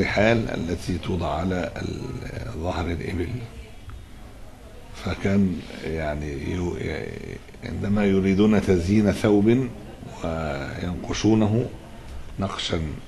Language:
Arabic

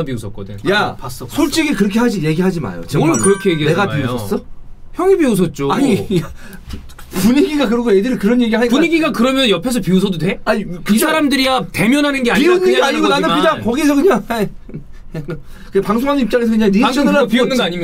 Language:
Korean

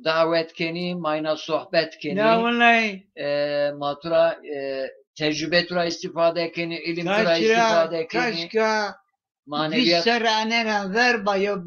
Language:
Zaza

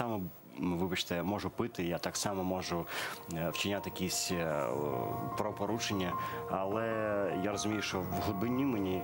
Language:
Ukrainian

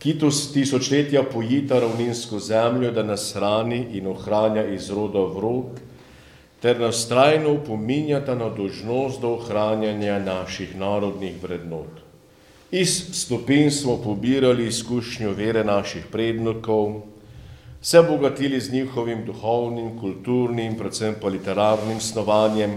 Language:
Slovenian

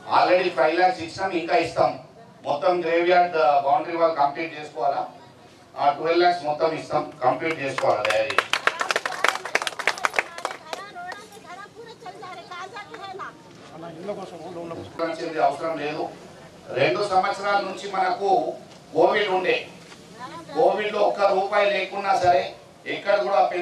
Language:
Telugu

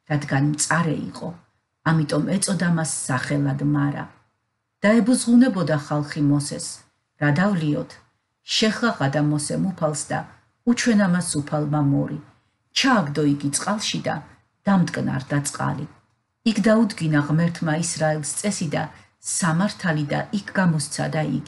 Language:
Georgian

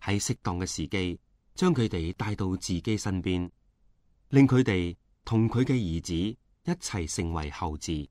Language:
Cantonese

